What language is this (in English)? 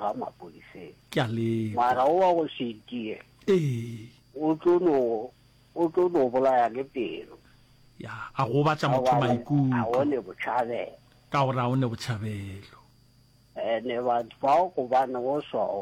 Northern Sotho